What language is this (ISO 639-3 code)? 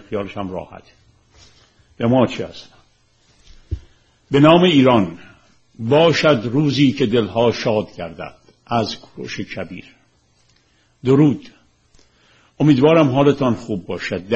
fas